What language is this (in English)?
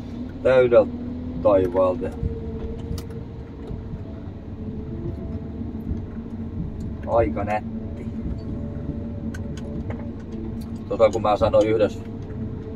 Finnish